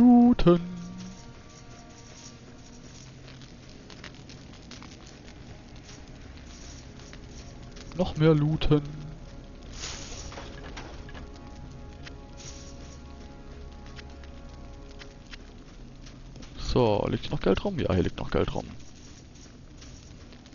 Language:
German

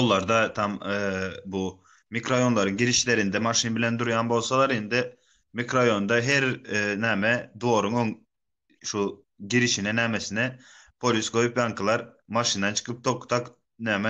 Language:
Turkmen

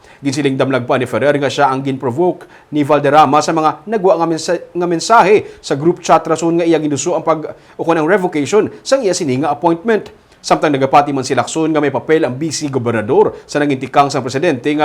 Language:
Hiligaynon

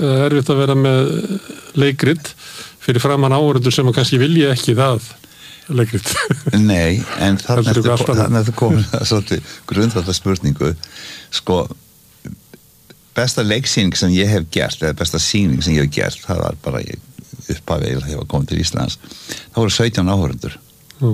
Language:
Icelandic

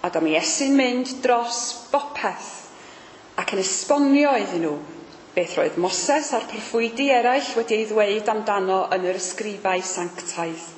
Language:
Welsh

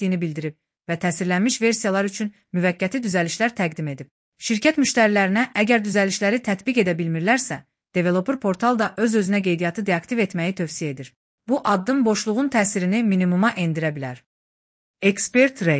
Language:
Azerbaijani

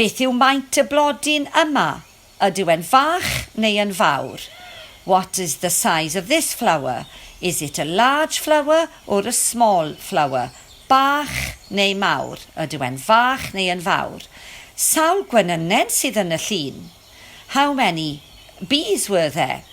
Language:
Welsh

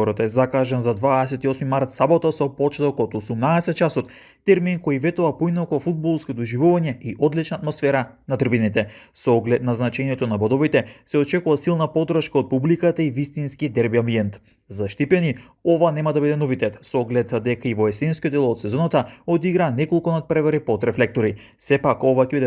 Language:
Macedonian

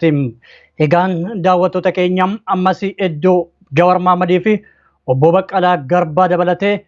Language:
Oromo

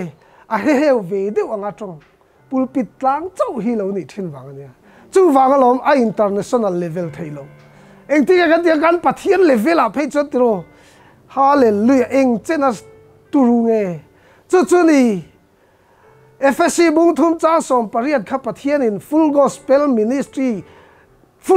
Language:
Mizo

